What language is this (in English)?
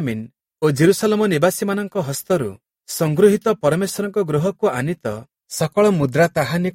Odia